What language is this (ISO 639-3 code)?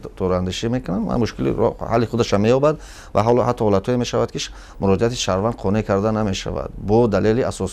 tgk